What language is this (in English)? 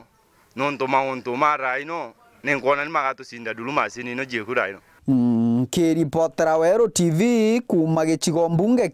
Meru